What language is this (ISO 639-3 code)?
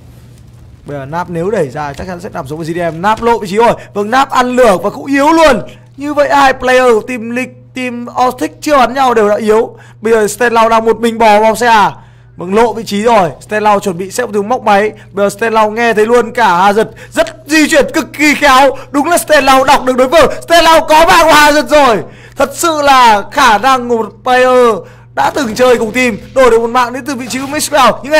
vie